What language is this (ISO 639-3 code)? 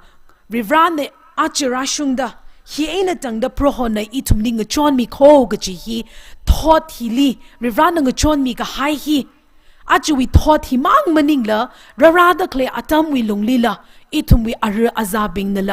nmf